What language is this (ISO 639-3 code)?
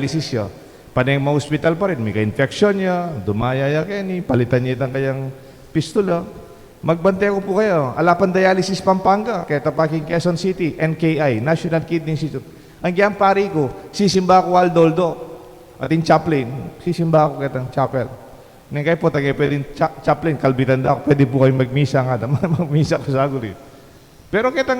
pam